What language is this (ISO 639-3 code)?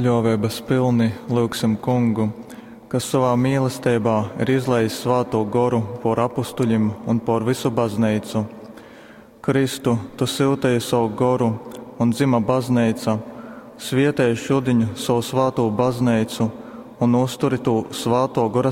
ltg